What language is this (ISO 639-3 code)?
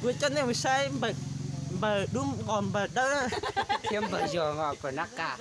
hmn